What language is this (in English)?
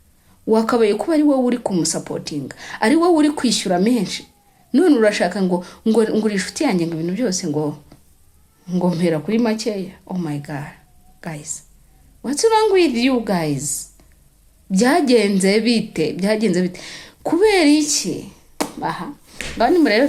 Kinyarwanda